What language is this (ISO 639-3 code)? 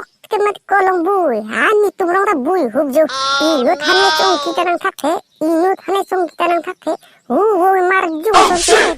mjw